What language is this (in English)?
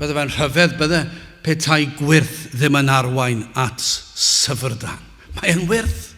Welsh